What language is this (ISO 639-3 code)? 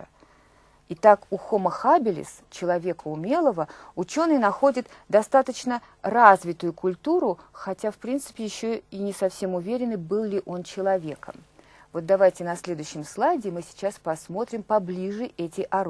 rus